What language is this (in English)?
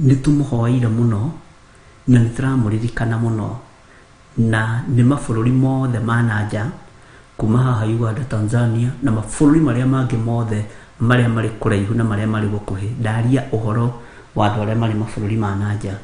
Kikuyu